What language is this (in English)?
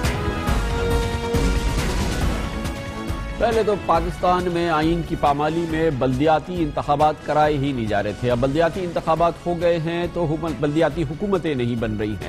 Urdu